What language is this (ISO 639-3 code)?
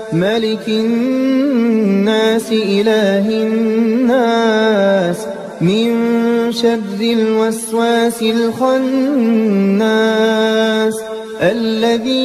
ara